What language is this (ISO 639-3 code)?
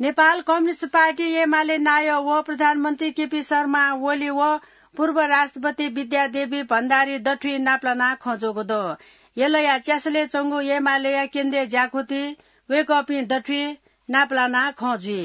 new